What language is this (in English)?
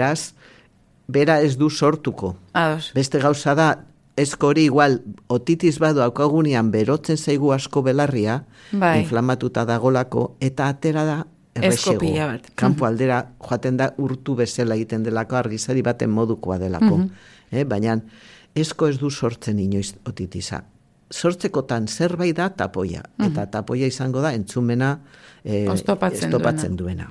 Basque